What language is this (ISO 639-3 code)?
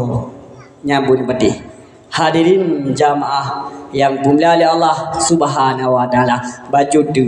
ace